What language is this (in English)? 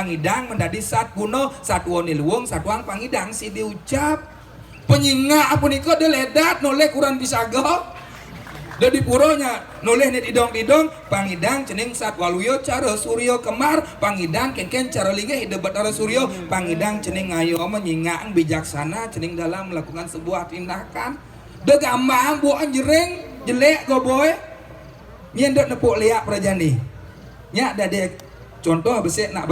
Balinese